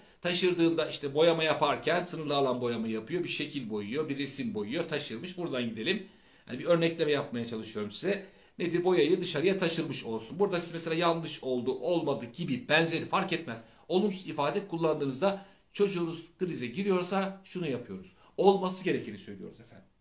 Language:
Turkish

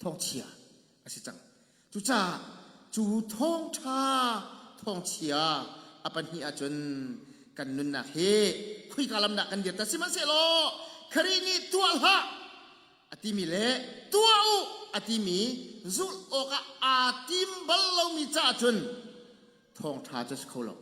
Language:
Hakha Chin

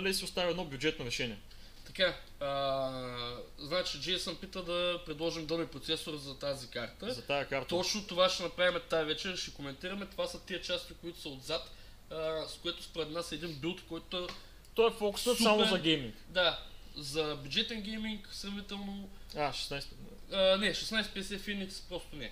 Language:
Bulgarian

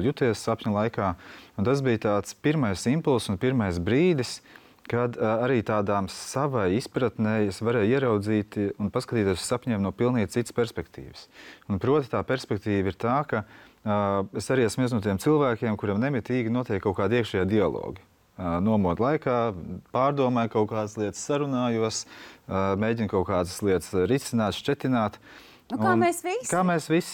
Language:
Latvian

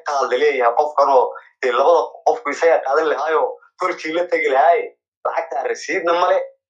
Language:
Somali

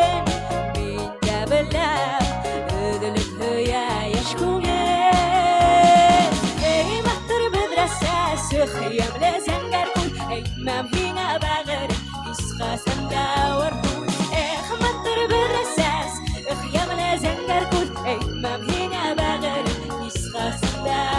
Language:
Bashkir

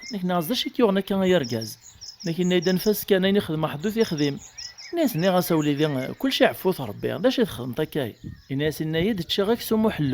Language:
Kabyle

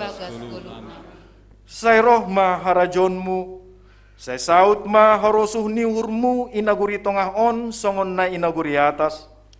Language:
Batak Simalungun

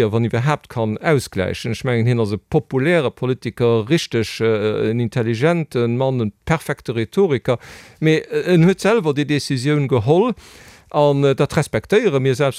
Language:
Luxembourgish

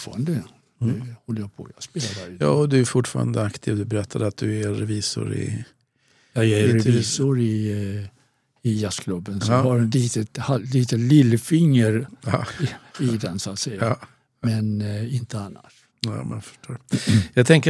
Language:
Swedish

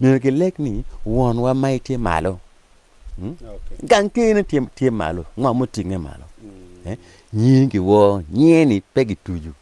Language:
Acoli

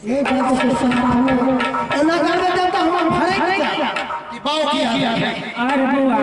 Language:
Maithili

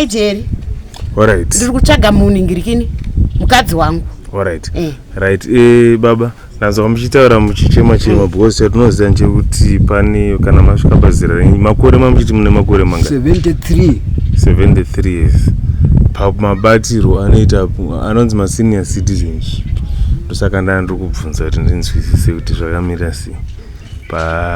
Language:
Shona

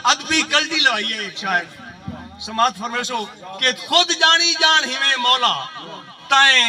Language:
Saraiki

